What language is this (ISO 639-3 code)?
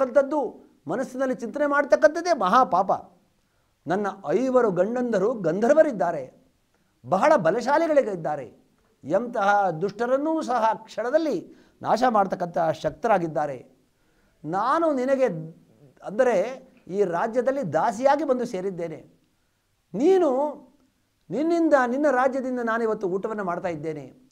kan